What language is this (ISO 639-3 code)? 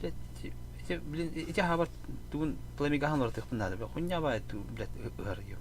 sah